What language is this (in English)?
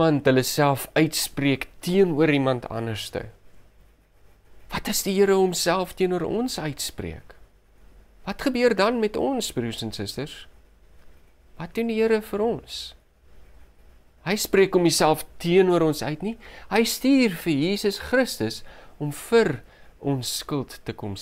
Afrikaans